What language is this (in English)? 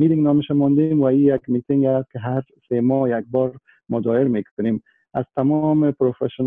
Persian